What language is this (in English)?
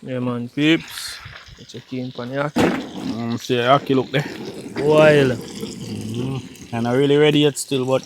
Jamaican Creole English